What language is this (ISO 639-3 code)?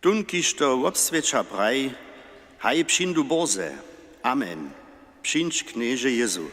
hsb